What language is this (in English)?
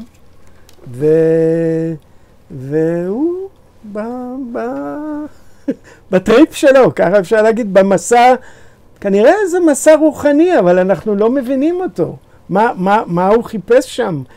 Hebrew